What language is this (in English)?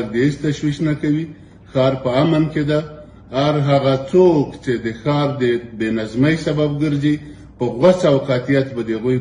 Pashto